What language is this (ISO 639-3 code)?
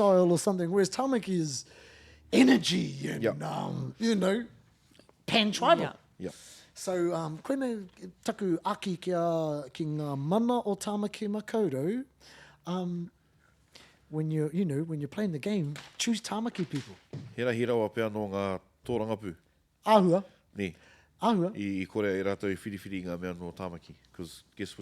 mri